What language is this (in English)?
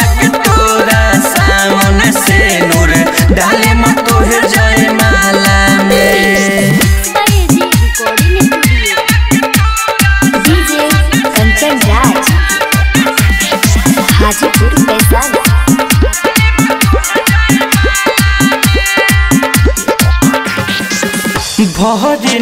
Bhojpuri